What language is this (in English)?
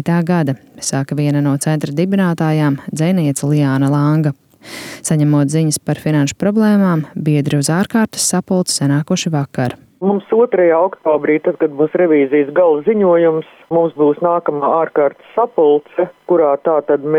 Latvian